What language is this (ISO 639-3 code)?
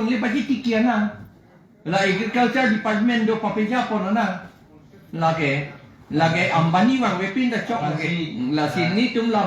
mjw